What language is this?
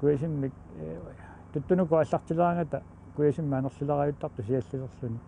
Kalaallisut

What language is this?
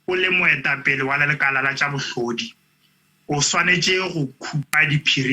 Northern Sotho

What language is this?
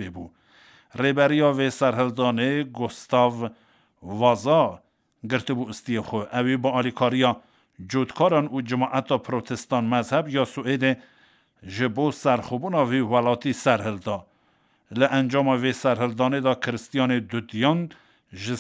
Kurdish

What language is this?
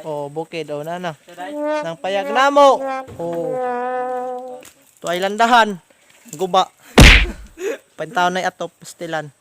Cebuano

